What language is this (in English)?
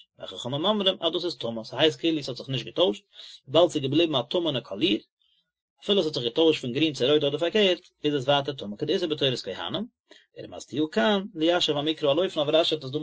Yiddish